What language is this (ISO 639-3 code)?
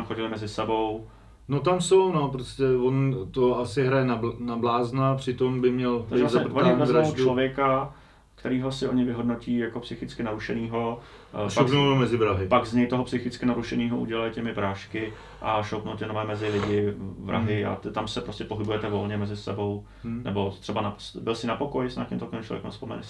ces